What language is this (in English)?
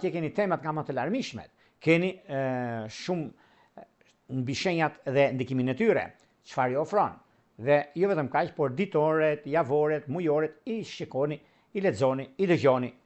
Albanian